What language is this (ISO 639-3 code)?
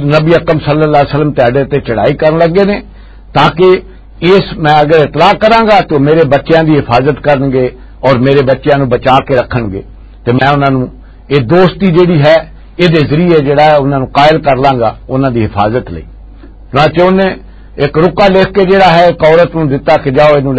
lah